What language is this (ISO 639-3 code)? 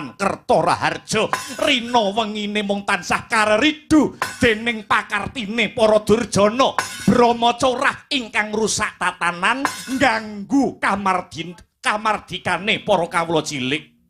jav